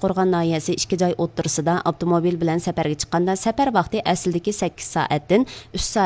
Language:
Uyghur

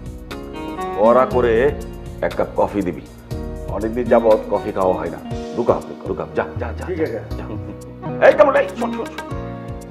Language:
Bangla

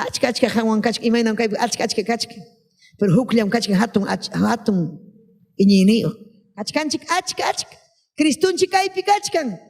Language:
Ayacucho Quechua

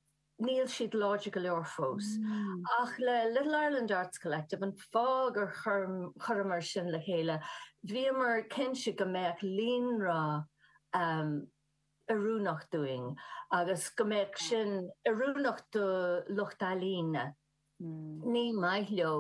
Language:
Irish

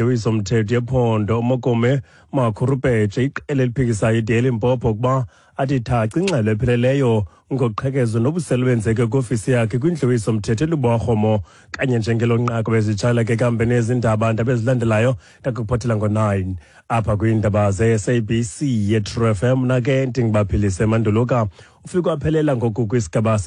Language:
Xhosa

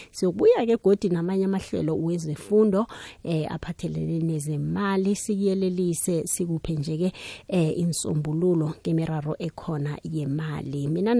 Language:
South Ndebele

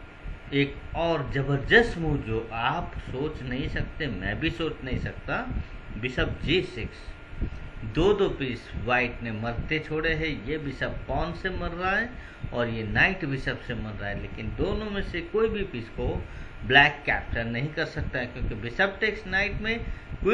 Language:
Hindi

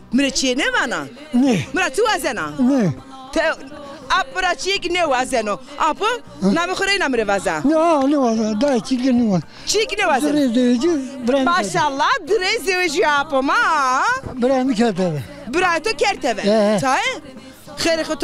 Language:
Zaza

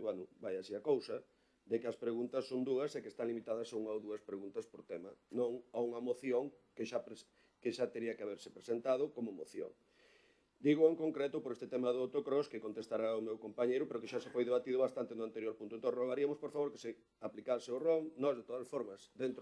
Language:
Galician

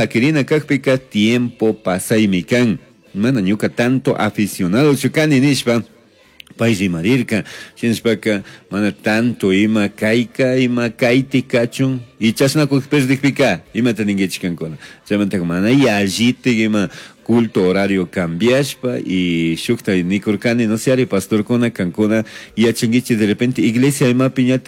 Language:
Chimborazo Highland Quichua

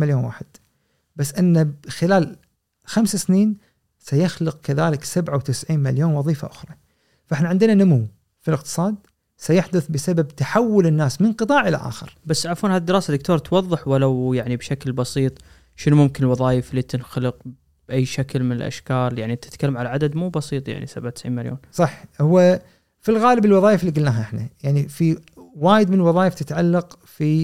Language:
Gulf Arabic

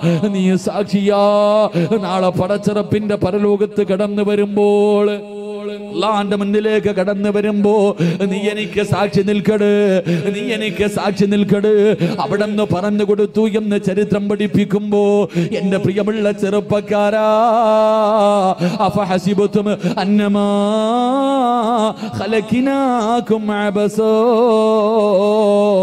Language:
Malayalam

